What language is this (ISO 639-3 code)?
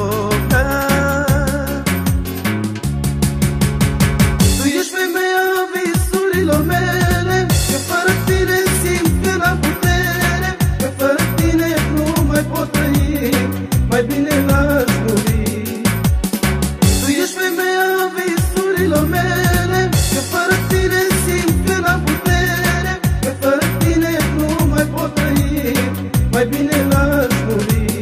ron